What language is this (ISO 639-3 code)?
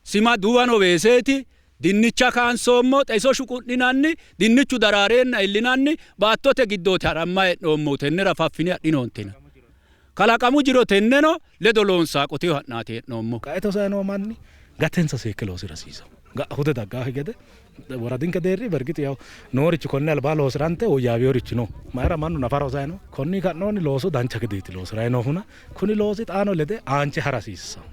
sid